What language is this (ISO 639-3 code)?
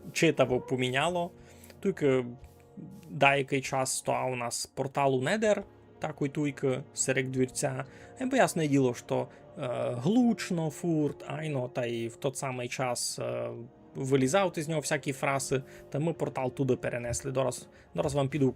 rue